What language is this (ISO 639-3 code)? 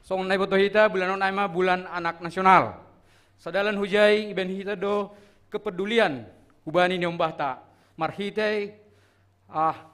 bts